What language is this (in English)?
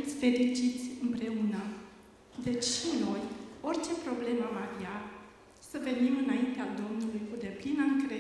Romanian